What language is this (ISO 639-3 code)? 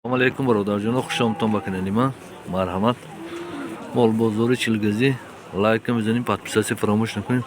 tgk